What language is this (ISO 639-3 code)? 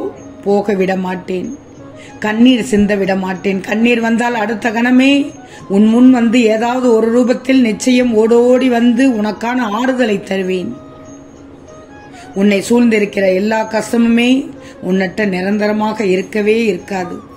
tam